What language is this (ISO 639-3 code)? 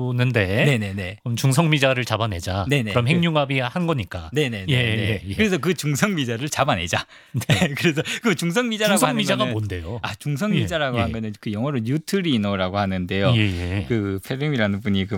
kor